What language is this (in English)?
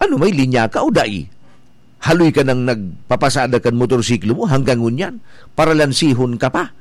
Bikol